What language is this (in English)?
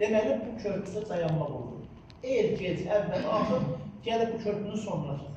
Azerbaijani